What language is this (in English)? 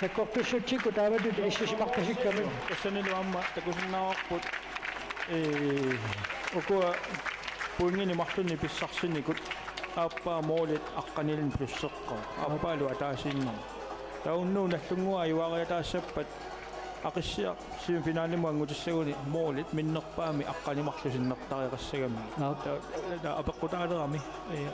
Kalaallisut